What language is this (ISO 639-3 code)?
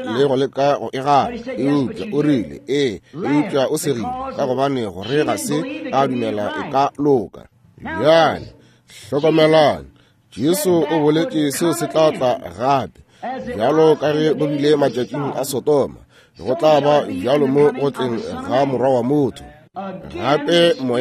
nso